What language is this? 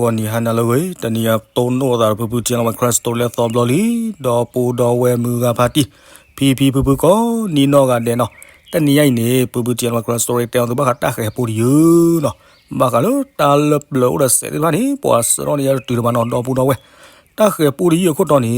S'gaw Karen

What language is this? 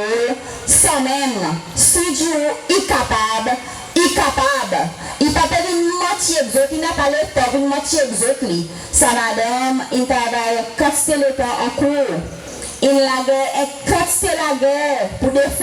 Seselwa Creole French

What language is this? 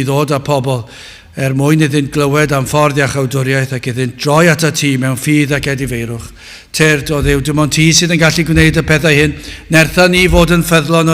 Welsh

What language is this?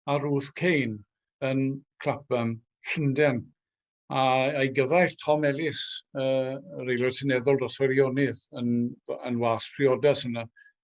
Welsh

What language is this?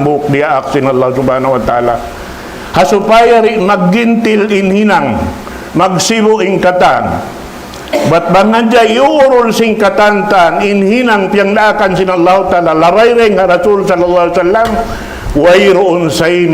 Tausug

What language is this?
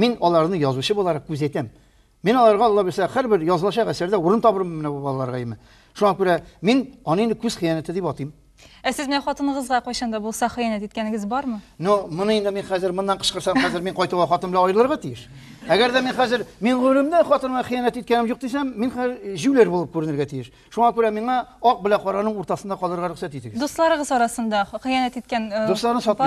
Tatar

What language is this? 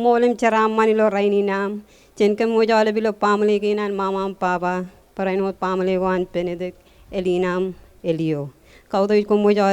Marshallese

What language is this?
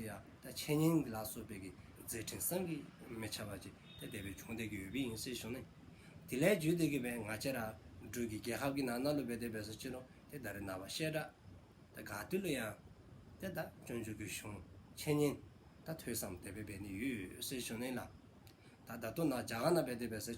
Dzongkha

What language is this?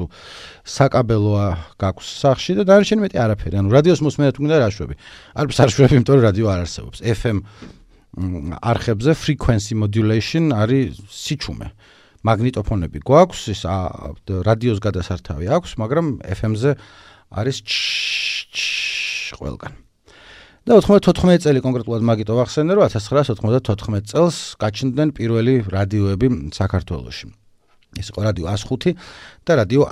Georgian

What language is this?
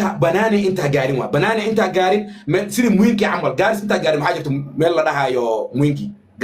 Somali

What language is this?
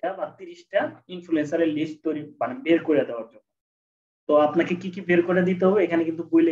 Bangla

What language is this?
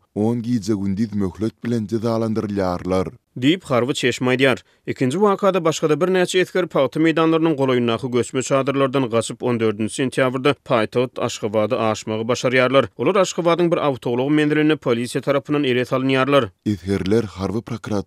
Turkmen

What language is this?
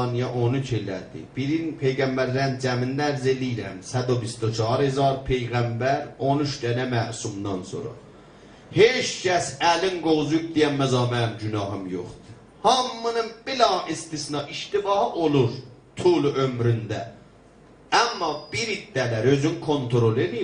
South Azerbaijani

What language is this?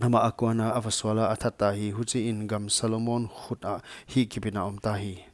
Paite Chin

